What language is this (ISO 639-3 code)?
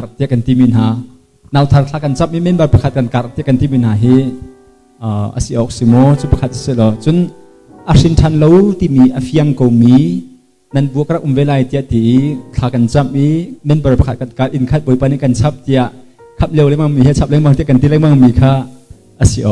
cnh